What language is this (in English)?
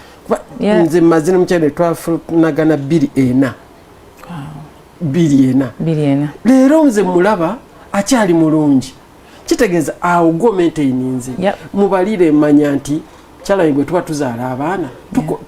Ganda